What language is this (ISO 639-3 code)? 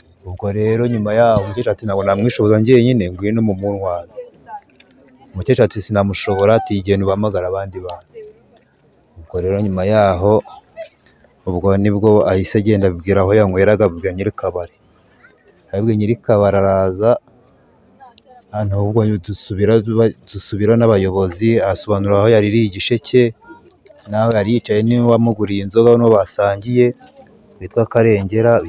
kin